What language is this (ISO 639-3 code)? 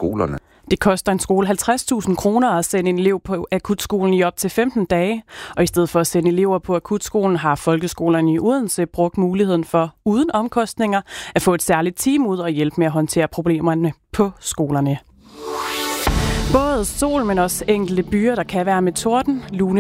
dan